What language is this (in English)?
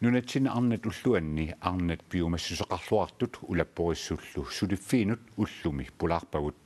Kalaallisut